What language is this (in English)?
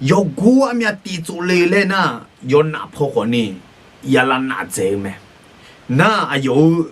Akha